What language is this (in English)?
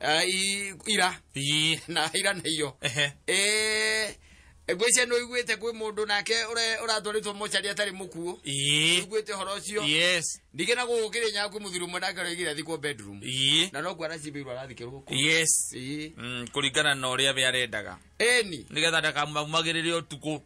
Kikuyu